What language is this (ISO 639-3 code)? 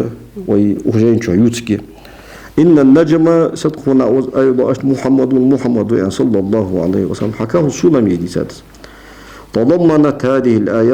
inh